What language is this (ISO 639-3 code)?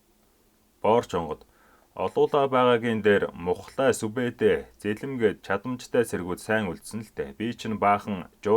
mon